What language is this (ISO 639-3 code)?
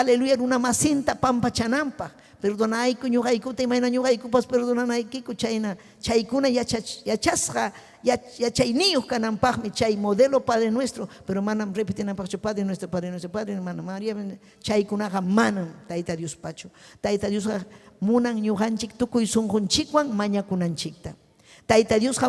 quy